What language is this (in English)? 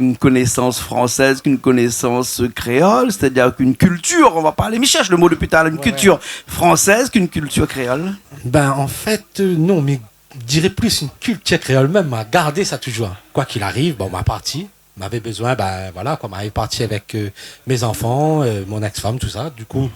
Réunion Creole French